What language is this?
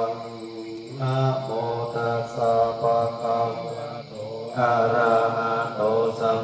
Pali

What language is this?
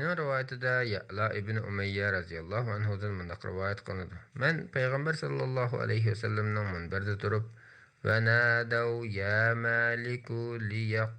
Uyghur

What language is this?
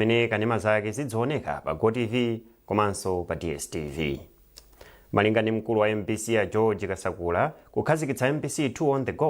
Nyanja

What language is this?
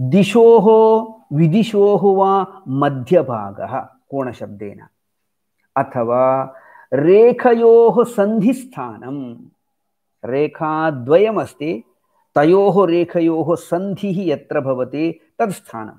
Sanskrit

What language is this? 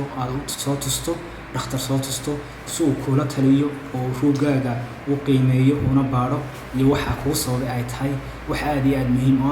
Somali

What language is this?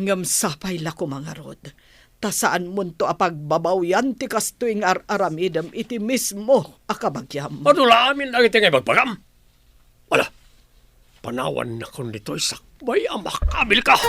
Iloko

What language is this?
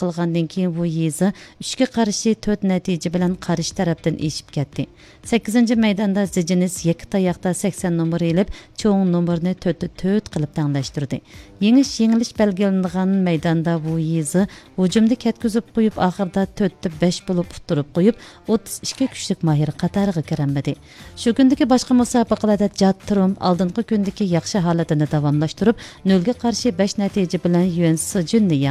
Uyghur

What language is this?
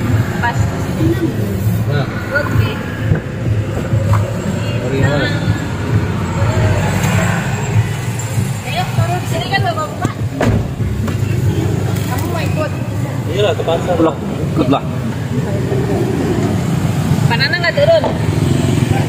Indonesian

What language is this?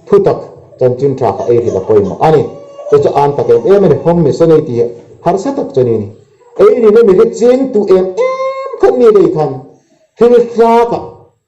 Hmar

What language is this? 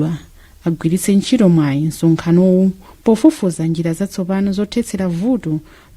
Nyanja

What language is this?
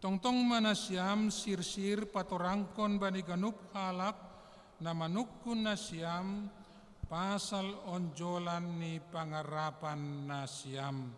Batak Simalungun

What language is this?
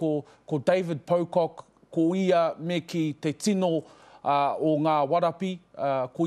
Māori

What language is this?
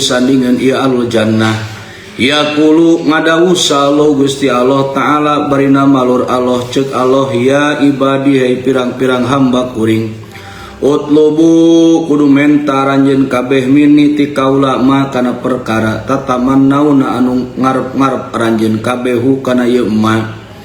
Sundanese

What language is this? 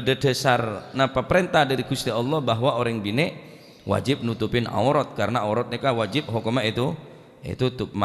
Madurese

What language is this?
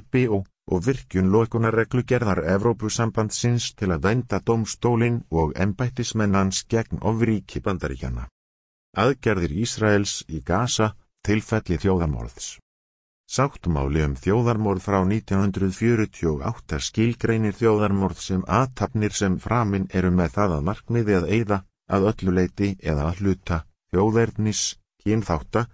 Icelandic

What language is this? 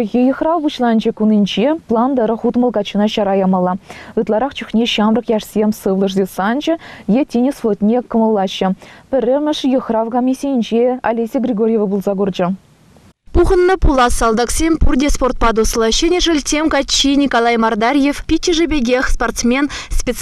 Chuvash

